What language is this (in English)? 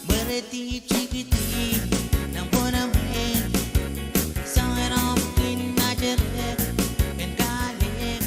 Pohnpeian